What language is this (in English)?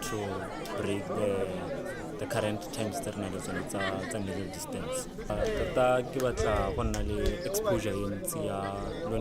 Tswana